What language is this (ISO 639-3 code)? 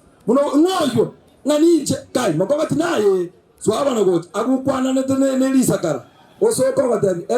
guz